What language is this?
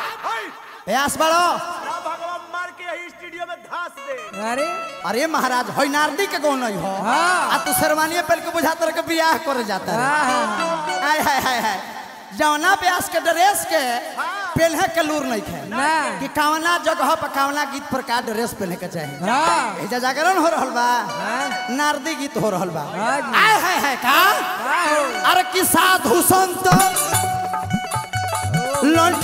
Bhojpuri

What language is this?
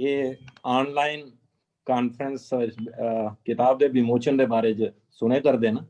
Dogri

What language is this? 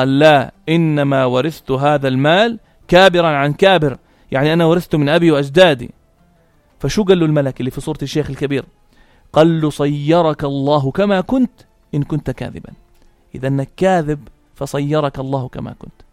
North Levantine Arabic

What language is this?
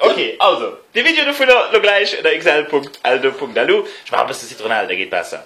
Luxembourgish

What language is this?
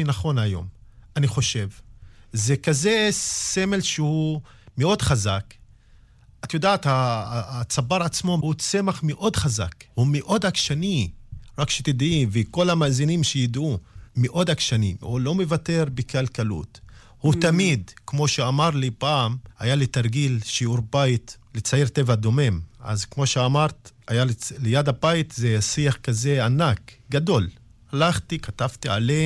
Hebrew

